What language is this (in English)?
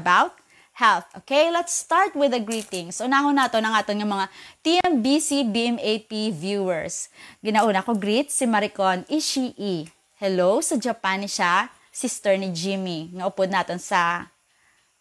Hiligaynon